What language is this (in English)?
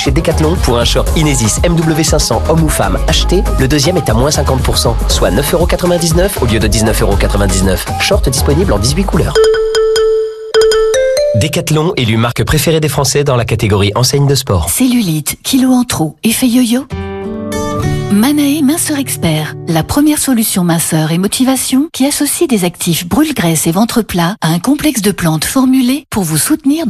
French